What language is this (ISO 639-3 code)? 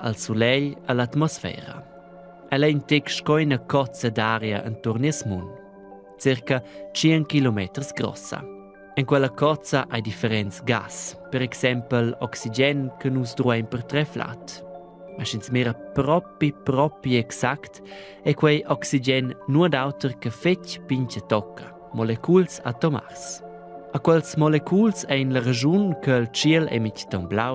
roh